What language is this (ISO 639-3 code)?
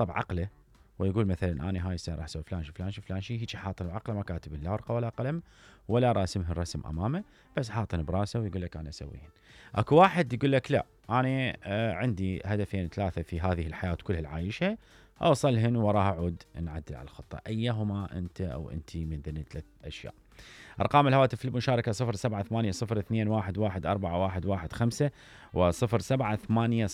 acm